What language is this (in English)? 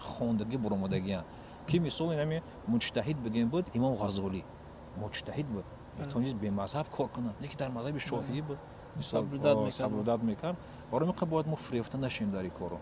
Tajik